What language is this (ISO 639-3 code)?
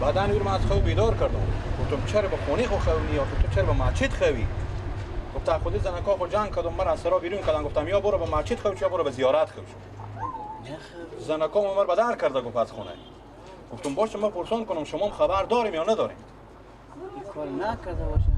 fas